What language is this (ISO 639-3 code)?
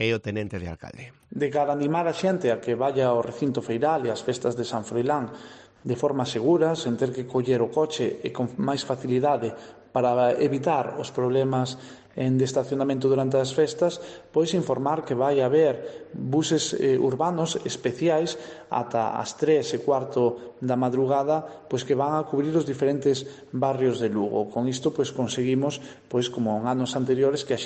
glg